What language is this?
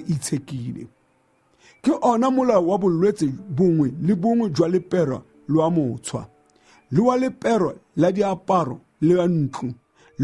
Tswana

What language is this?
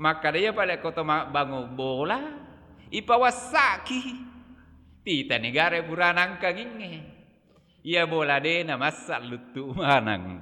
Buginese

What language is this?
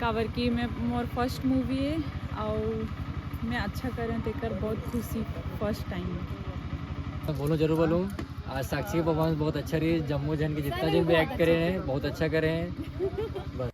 Chhattisgarhi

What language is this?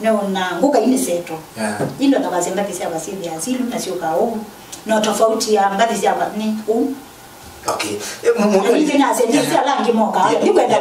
Kamba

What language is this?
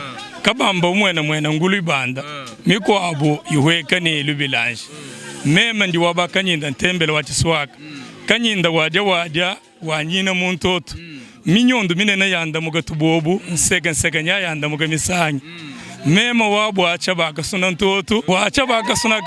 Luba-Lulua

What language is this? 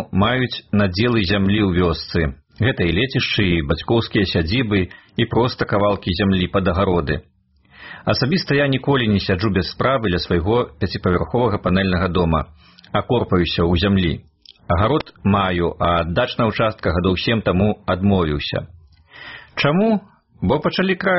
Belarusian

